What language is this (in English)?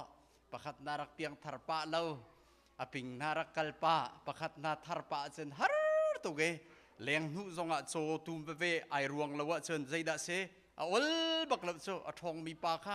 Hakha Chin